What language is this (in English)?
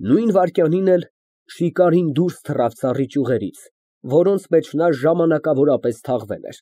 Armenian